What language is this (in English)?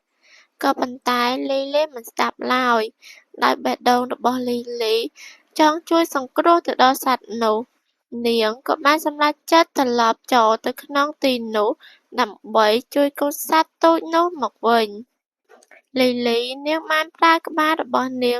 Khmer